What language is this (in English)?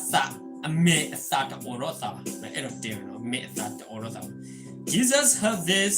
S'gaw Karen